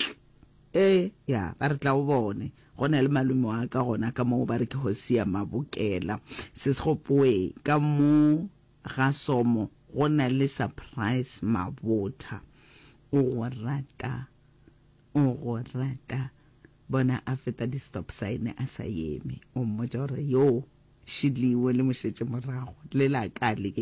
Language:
Northern Sotho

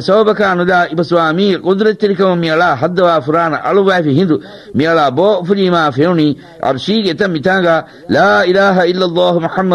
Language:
Divehi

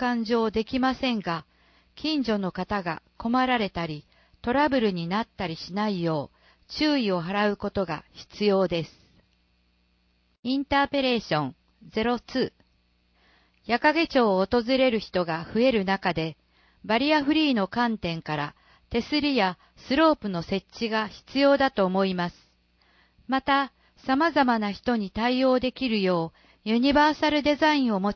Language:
Japanese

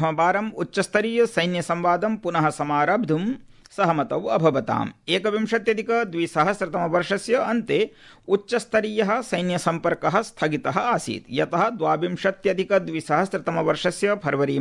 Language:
Sanskrit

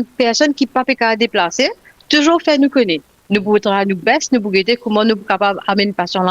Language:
Morisyen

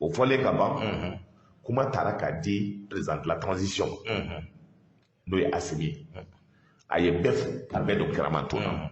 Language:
Bambara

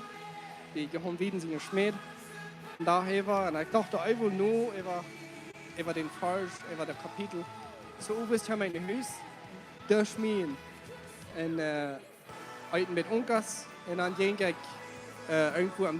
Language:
Plautdietsch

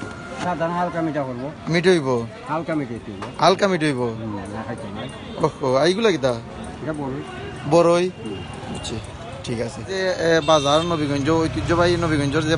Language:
Sylheti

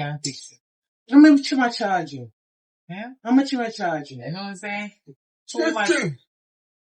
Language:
Jamaican Creole English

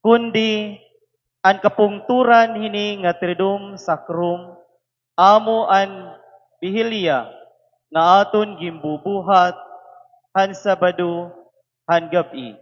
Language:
Waray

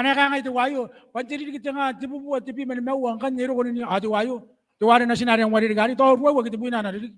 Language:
Gilbertese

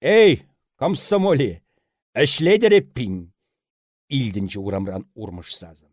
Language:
Chuvash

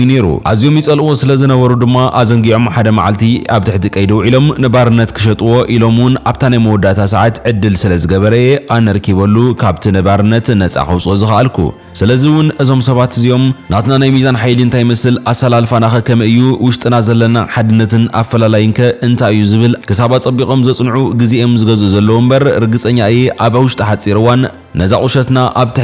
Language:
Tigrinya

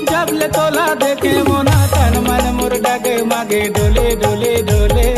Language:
Chhattisgarhi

